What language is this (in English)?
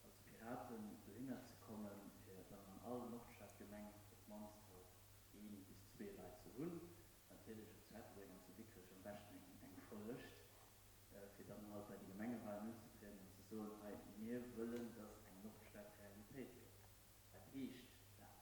Luxembourgish